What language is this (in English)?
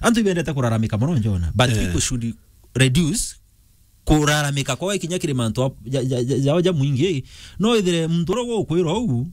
Meru